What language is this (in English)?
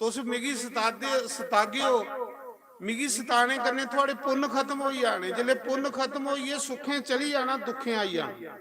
Dogri